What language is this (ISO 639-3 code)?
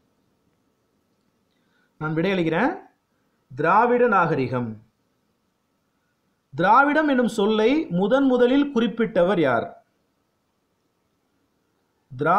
tam